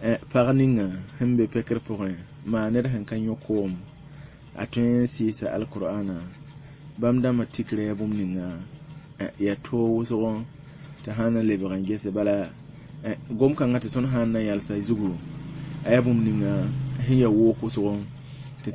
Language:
Mossi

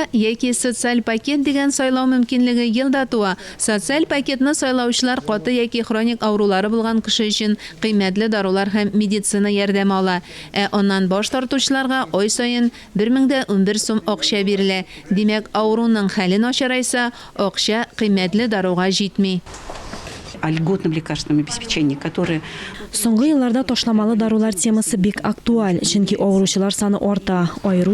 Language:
Tatar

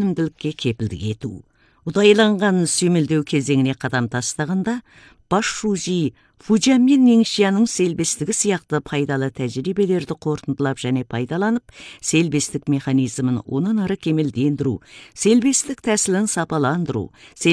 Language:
Kazakh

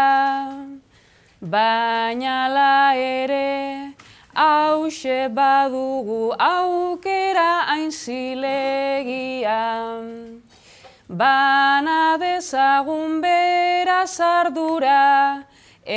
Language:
Basque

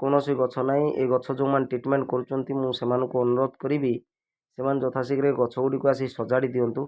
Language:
Odia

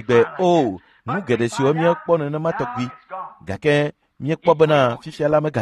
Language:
Ewe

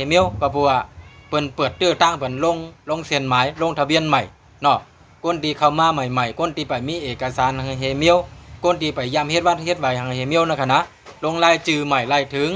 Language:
Shan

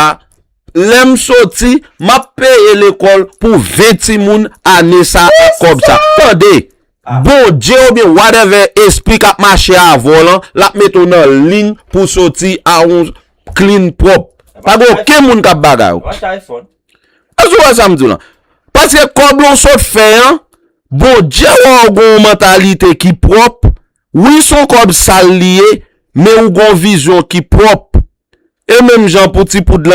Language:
Haitian Creole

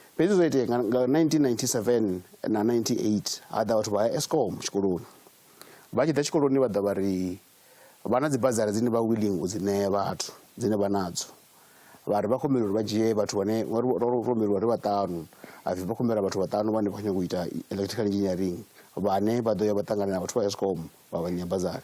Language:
Venda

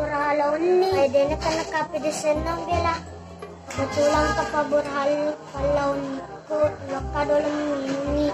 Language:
Buginese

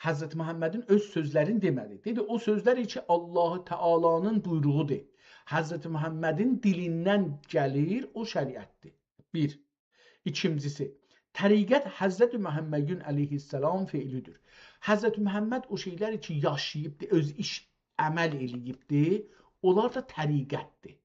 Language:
South Azerbaijani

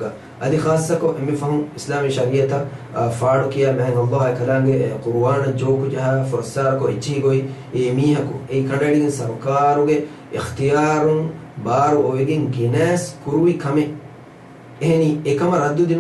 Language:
Divehi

